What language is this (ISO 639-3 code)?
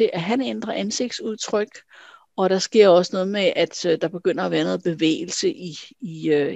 dan